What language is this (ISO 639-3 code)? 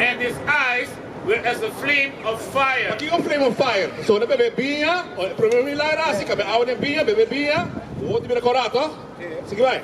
pap